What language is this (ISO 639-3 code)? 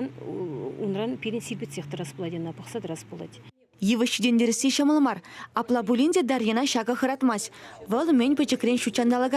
chv